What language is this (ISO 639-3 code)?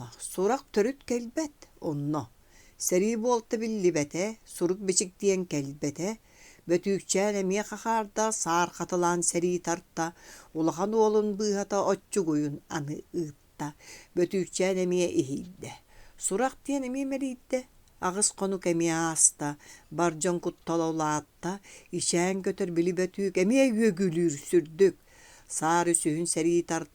sah